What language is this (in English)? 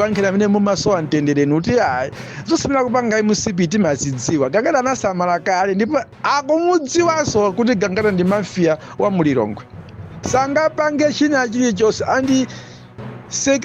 Nyanja